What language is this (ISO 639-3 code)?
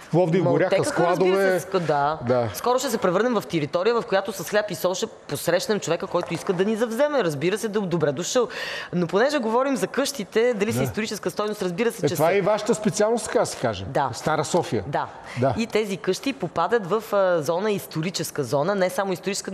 bul